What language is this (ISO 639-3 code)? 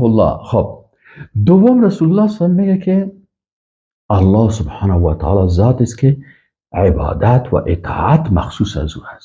fas